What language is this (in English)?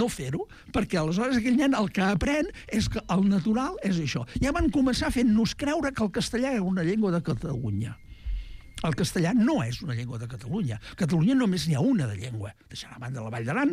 Catalan